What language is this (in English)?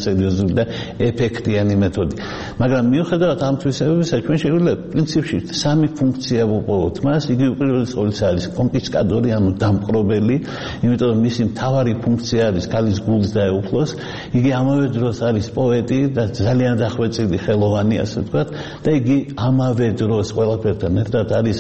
Georgian